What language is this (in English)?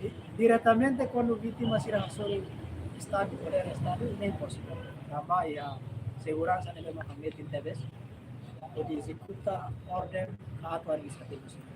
Tetum